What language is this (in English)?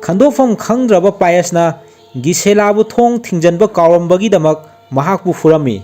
Manipuri